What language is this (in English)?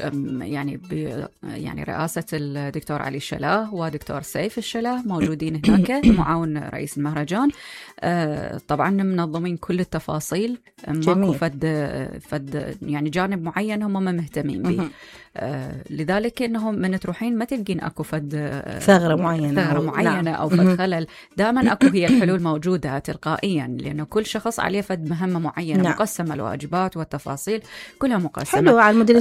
Mesopotamian Arabic